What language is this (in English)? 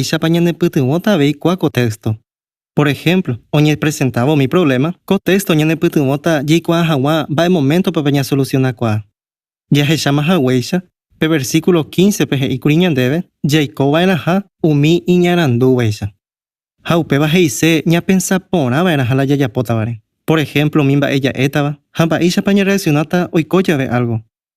Guarani